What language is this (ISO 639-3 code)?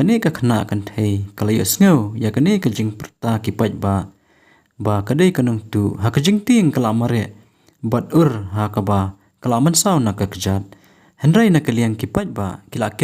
kha